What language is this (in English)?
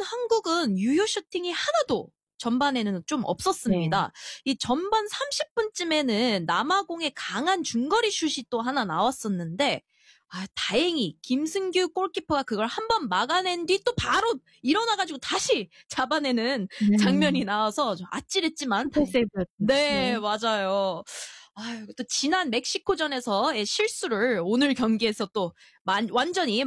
Korean